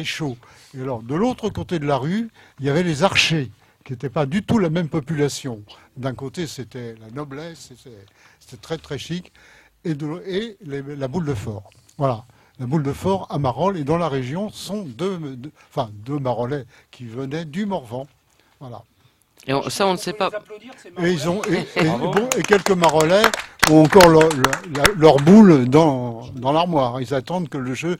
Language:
French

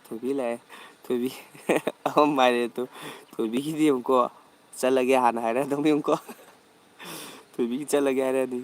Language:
Manipuri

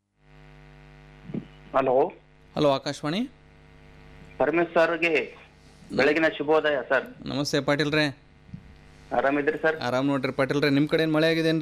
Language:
Kannada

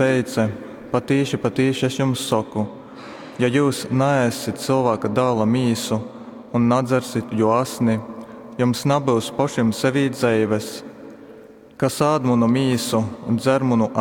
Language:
Latgalian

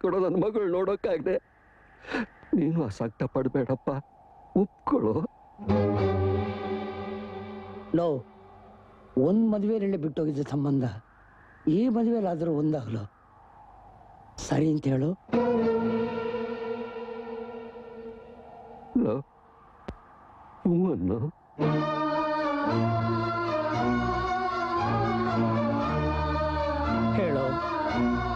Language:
Kannada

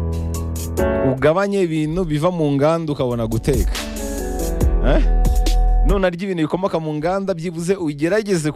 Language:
Kinyarwanda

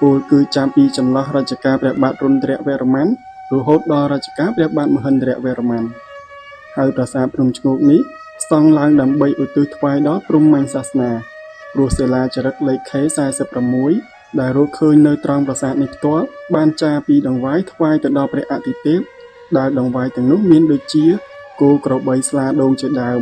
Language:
Khmer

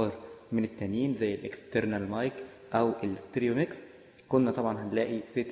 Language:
Egyptian Arabic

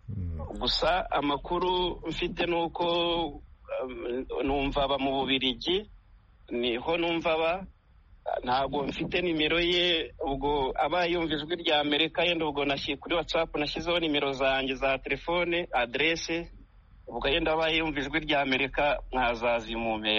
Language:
Kinyarwanda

